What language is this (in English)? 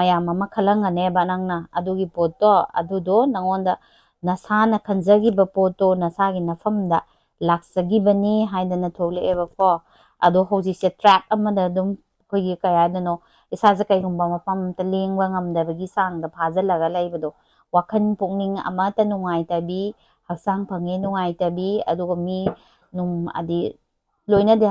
Manipuri